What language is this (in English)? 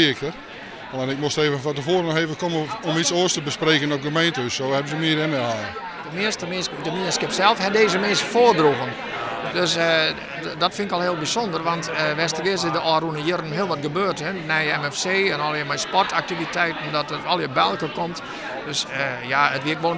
Western Frisian